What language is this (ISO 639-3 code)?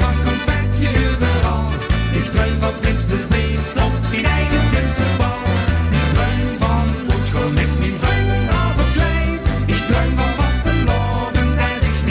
lim